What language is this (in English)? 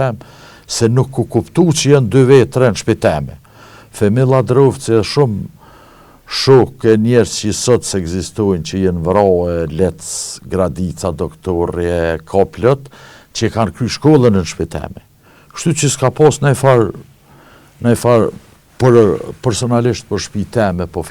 Albanian